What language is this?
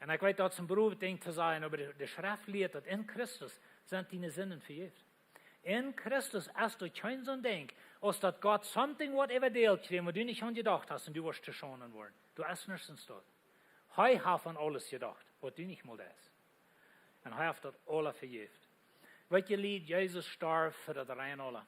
Plautdietsch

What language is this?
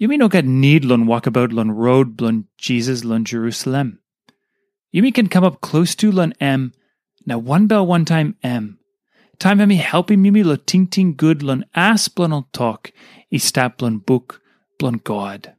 Tok Pisin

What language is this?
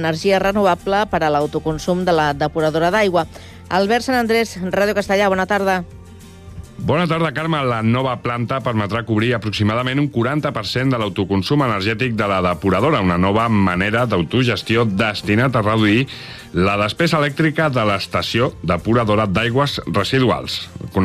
Catalan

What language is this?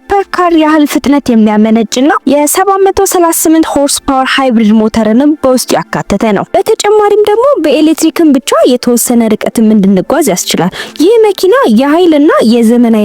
Amharic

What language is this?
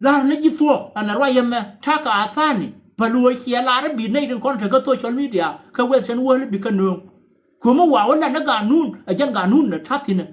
Nuer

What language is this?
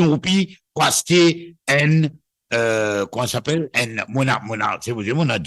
Morisyen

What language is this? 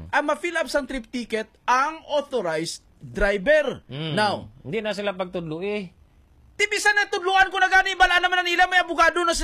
Hiligaynon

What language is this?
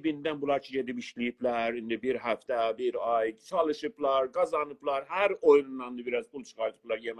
South Azerbaijani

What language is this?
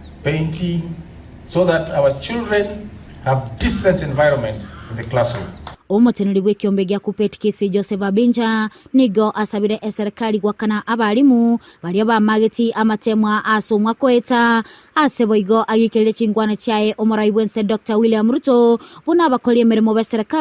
Gusii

